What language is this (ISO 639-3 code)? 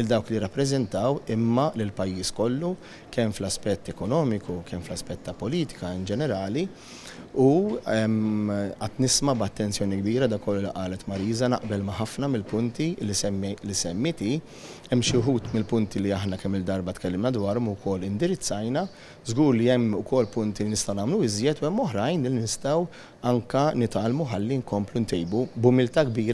mlt